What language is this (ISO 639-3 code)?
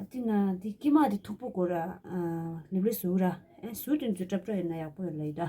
bod